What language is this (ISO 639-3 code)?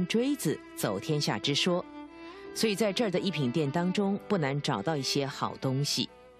zho